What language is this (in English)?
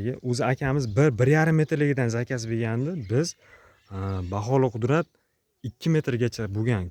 Uzbek